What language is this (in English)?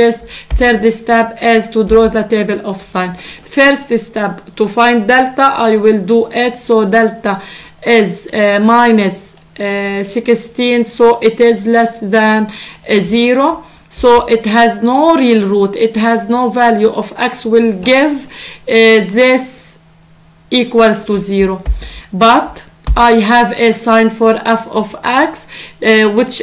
English